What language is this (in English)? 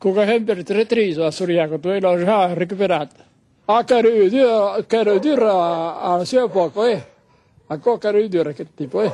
Occitan